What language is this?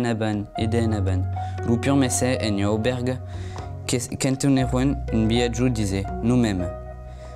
Occitan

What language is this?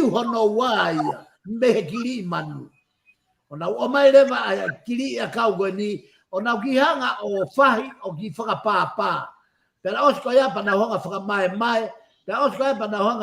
Tongan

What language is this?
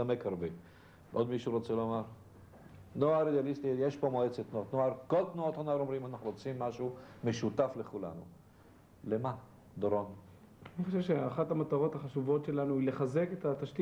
Hebrew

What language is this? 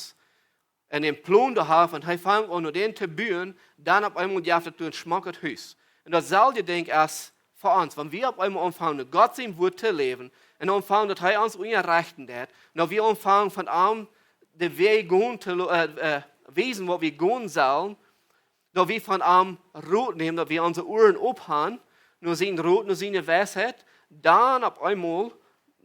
Plautdietsch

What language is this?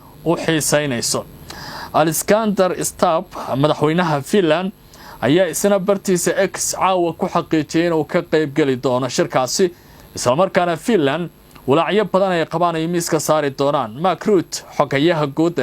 Somali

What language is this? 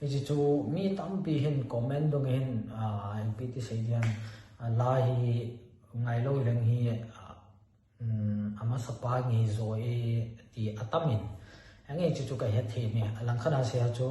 Thado Chin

